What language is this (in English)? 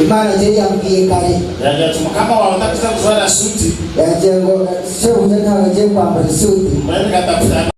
Nyankole